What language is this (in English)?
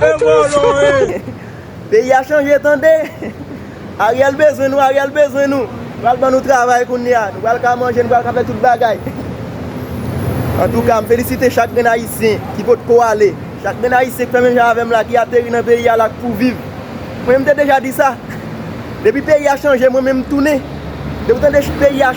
Haitian Creole